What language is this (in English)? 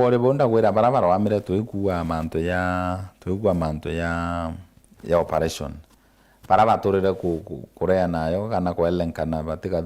Meru